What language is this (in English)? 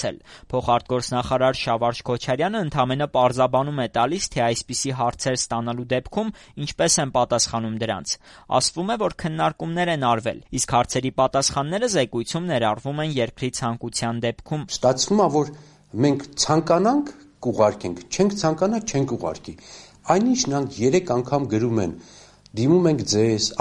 Armenian